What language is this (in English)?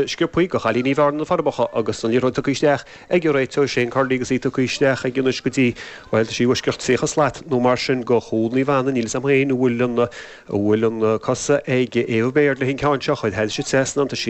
Irish